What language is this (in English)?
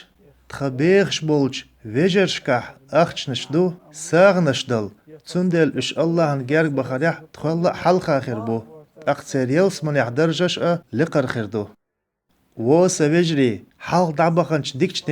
Chechen